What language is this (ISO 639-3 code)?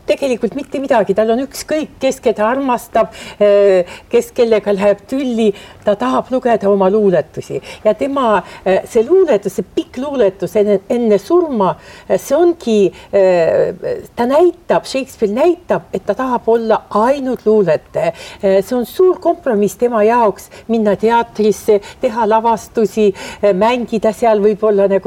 est